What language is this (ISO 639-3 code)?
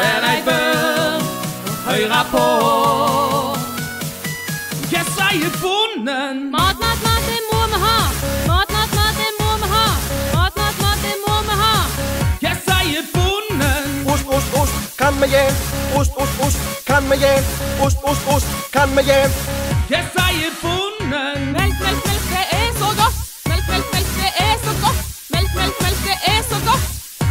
nor